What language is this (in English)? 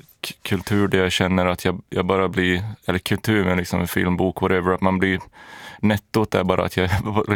Swedish